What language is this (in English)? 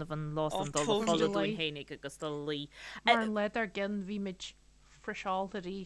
Irish